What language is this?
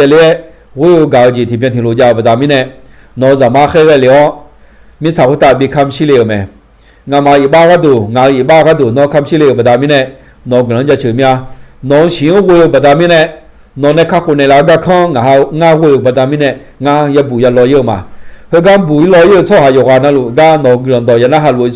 Akha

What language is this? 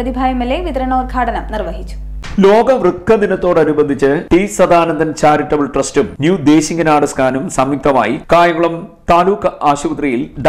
Malayalam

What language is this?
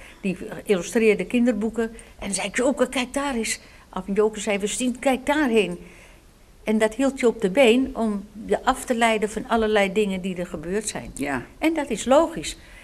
Dutch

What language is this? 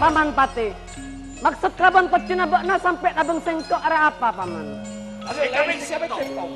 Madurese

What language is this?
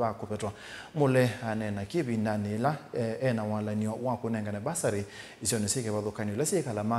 Kamba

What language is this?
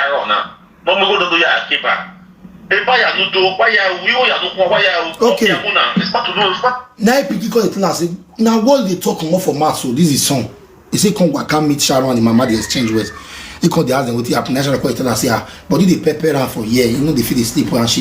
Nigerian Pidgin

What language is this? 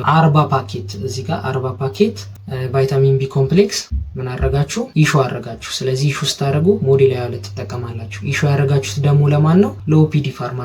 Amharic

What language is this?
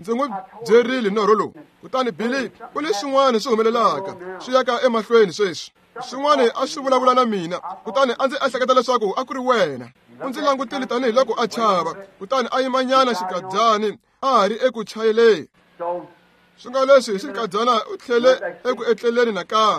Tsonga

